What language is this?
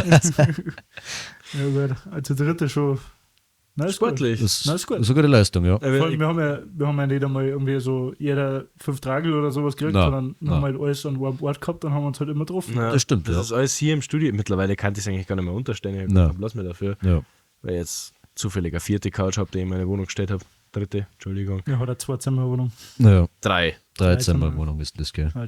Bavarian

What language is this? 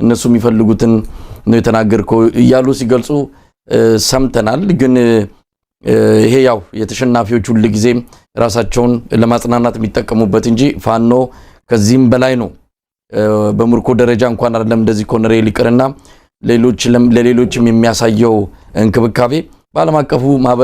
Amharic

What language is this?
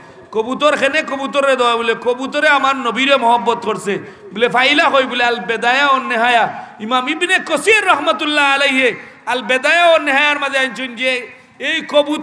Sylheti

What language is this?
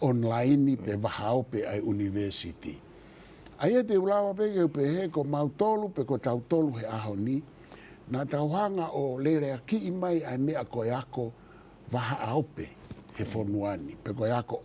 Tongan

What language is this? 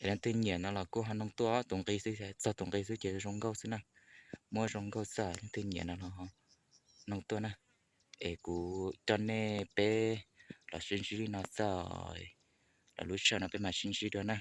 Hmong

